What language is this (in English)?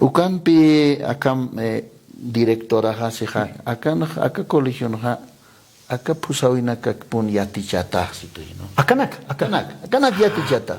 Aymara